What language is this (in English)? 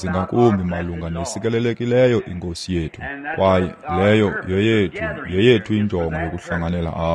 Xhosa